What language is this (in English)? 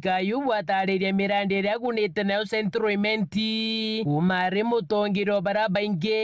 Meru